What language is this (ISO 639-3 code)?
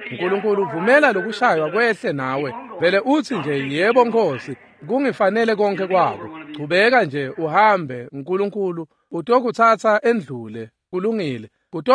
ssw